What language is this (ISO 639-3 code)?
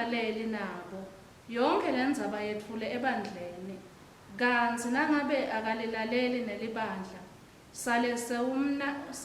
ssw